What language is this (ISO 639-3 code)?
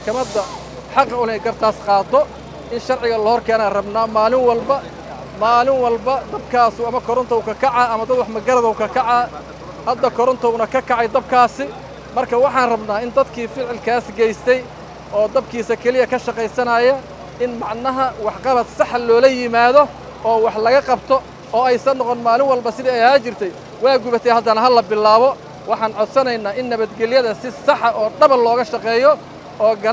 som